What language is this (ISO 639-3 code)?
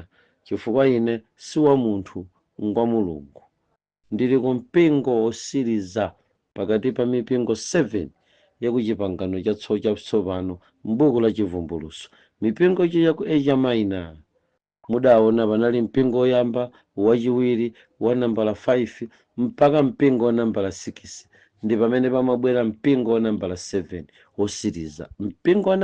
nya